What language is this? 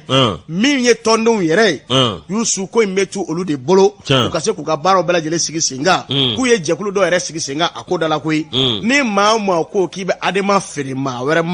Bambara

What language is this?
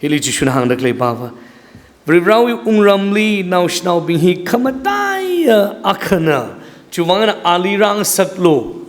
Tangkhul Naga (India)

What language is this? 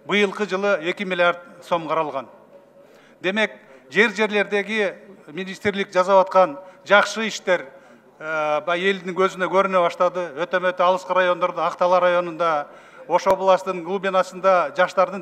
Kyrgyz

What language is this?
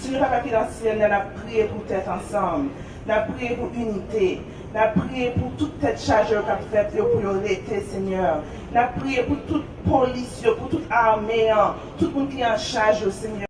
Haitian Creole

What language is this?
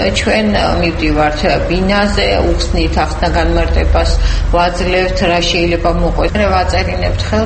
Georgian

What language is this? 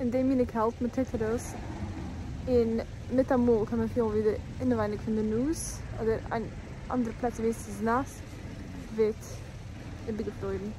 Yiddish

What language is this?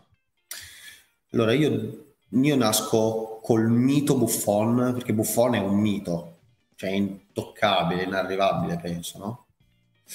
Italian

